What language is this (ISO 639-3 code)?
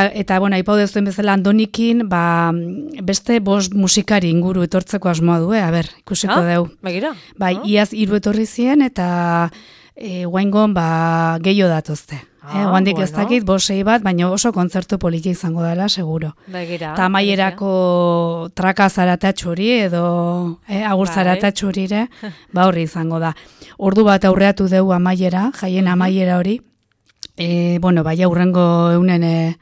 eus